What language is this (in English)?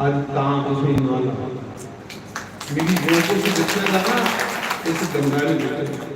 Dogri